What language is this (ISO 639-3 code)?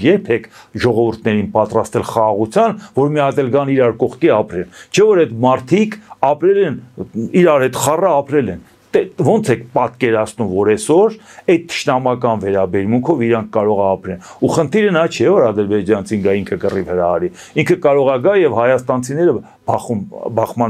hye